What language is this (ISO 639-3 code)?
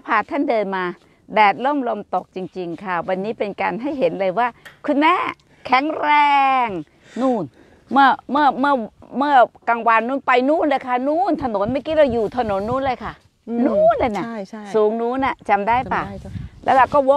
tha